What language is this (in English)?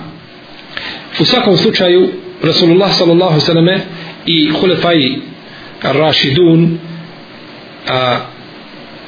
Bosnian